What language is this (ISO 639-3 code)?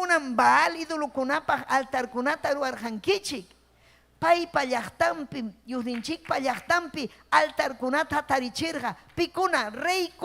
quy